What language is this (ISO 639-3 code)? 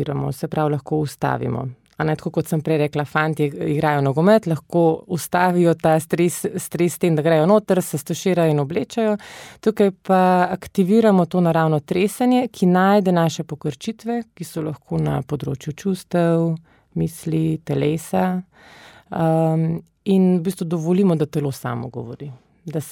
slv